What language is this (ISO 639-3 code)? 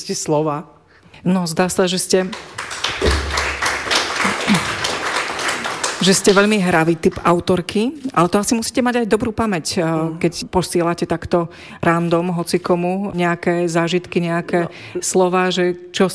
slk